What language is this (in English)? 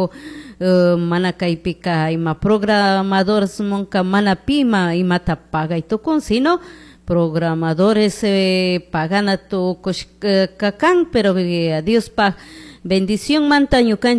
Chimborazo Highland Quichua